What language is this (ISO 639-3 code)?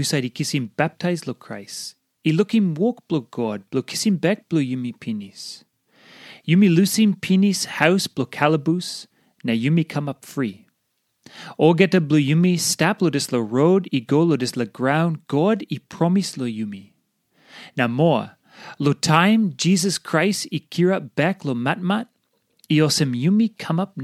tpi